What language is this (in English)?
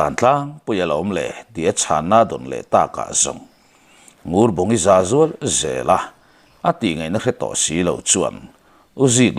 Mizo